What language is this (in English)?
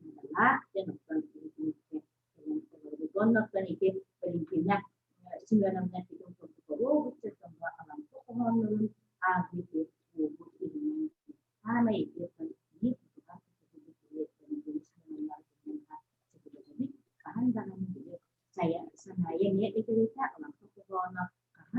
Yakut